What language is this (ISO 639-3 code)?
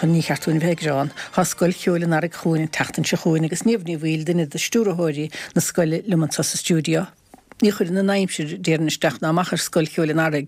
gle